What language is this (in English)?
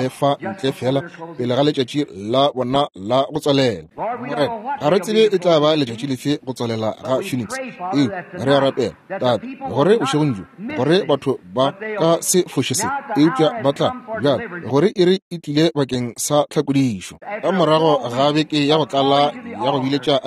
Northern Sotho